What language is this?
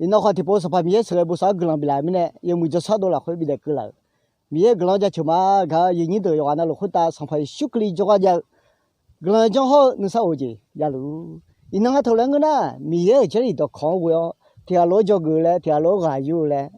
Akha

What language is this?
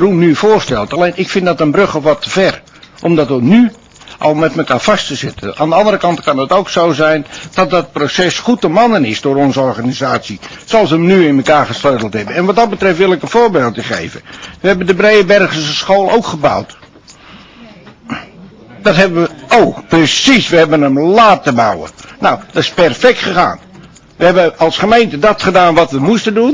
Dutch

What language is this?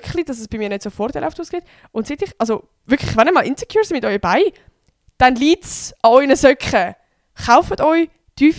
Swiss German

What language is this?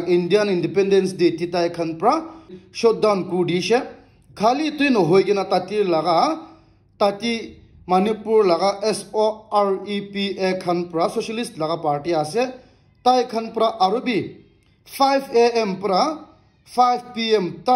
Naga Pidgin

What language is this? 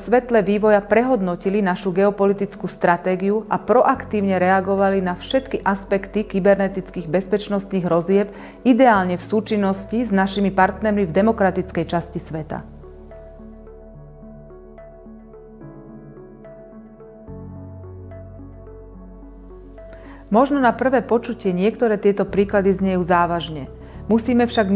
Slovak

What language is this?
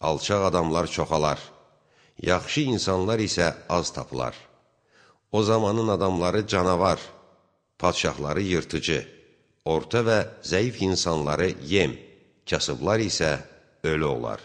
Azerbaijani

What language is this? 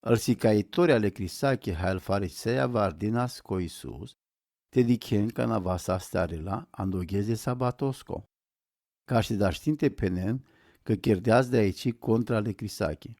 Romany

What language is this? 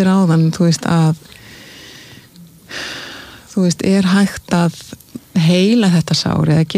Icelandic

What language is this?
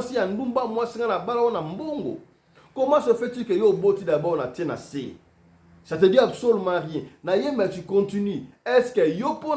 Lingala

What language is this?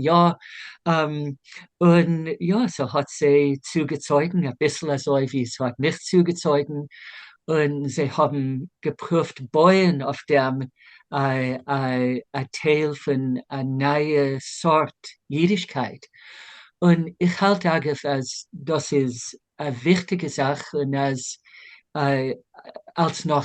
Yiddish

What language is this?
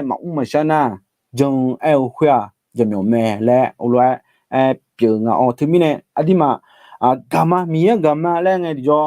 Akha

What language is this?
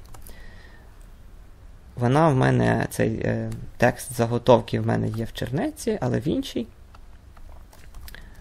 Ukrainian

